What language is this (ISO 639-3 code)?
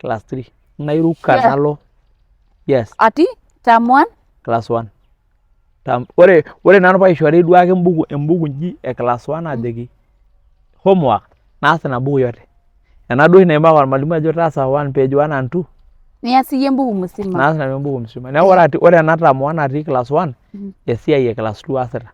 mas